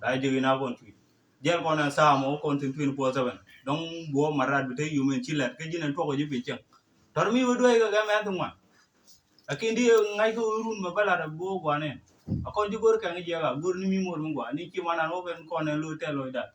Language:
Nuer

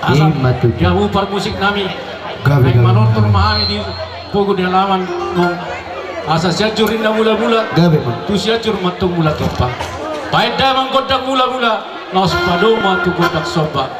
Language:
Batak Toba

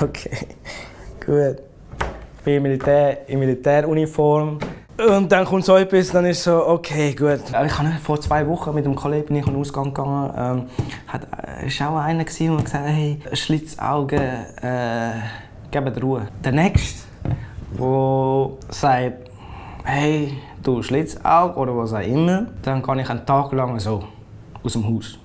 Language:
Swiss German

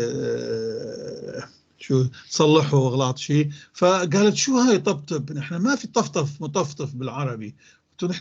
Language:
North Levantine Arabic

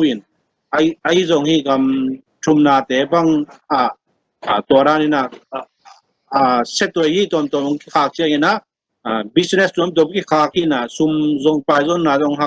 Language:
Tedim Chin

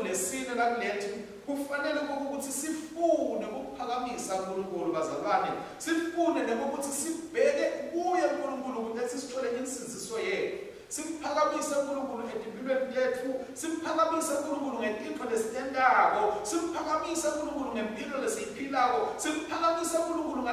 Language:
Swati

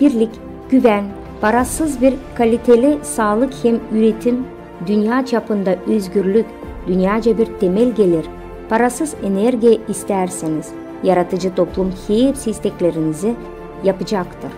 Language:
Gagauz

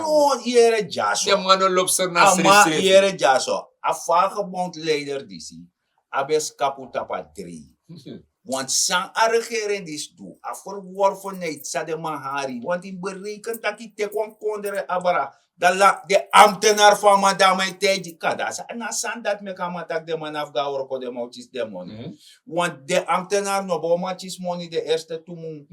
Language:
Sranan Tongo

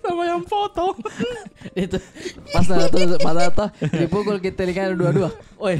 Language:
Makassar Malay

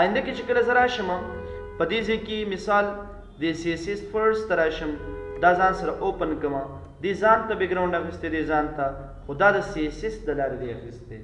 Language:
Pashto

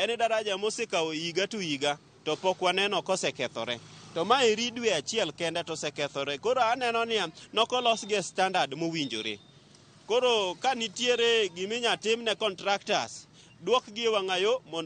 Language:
Luo (Kenya and Tanzania)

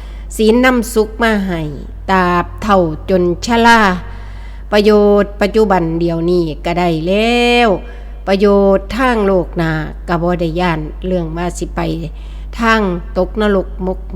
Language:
Northeastern Thai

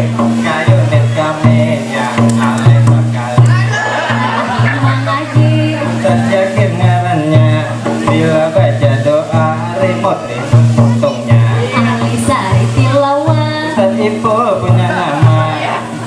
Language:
Banjar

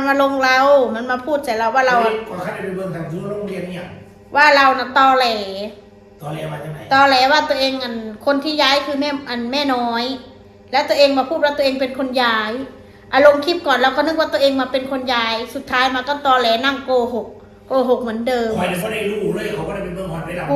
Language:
Northeastern Thai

